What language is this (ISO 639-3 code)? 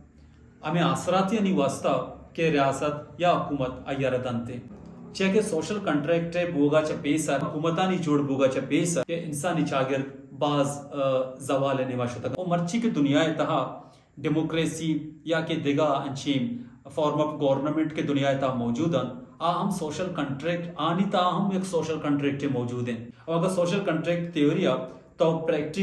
bal